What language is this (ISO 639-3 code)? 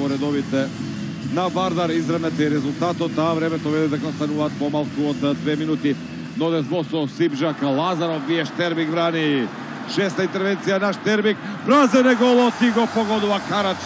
mkd